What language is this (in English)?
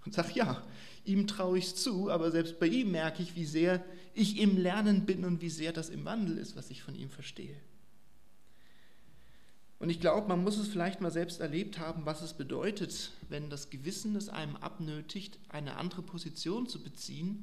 German